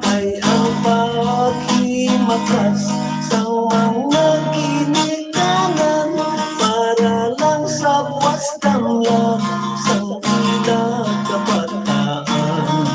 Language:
Hiligaynon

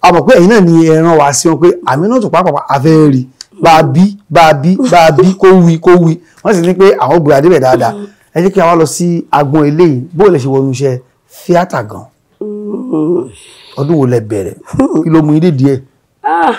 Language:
Yoruba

